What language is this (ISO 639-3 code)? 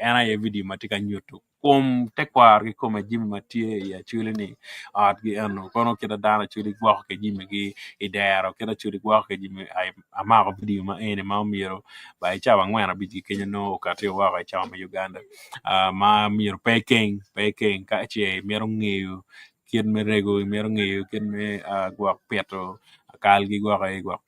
ach